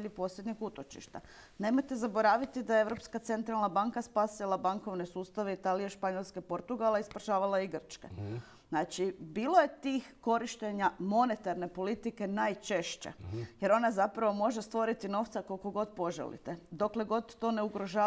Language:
Croatian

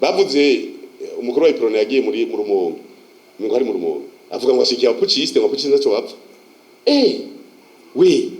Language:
Rundi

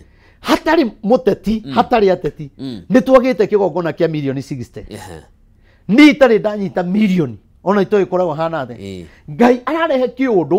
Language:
Kikuyu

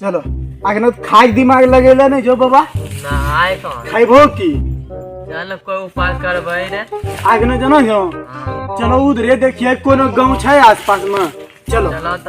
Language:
Maithili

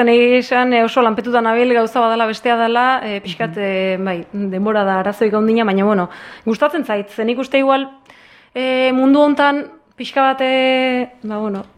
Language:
Basque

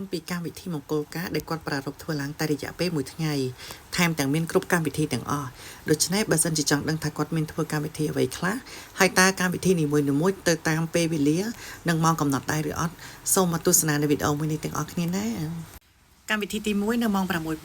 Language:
Khmer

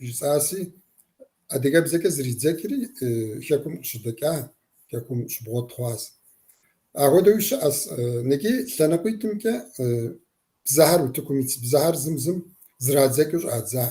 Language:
Kabardian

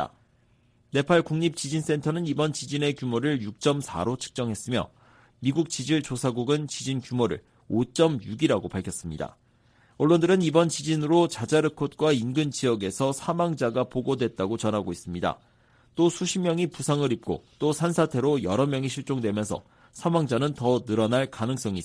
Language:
Korean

